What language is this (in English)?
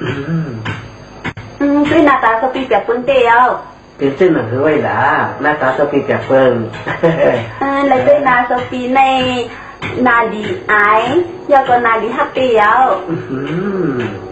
Shan